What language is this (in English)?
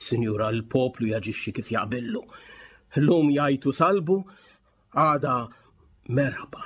Maltese